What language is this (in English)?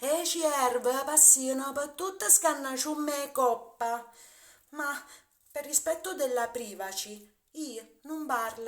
Neapolitan